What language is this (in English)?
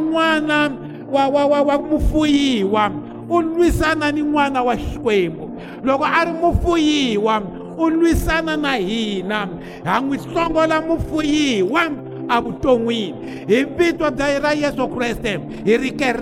Tsonga